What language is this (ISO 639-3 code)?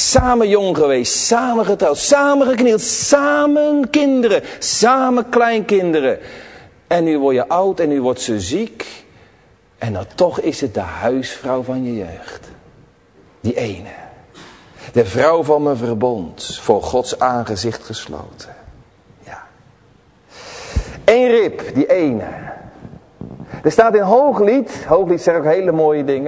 nld